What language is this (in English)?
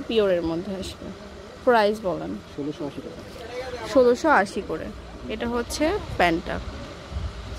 Bangla